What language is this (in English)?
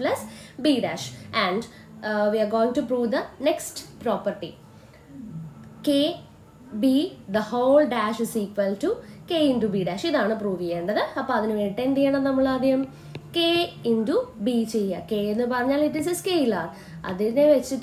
Malayalam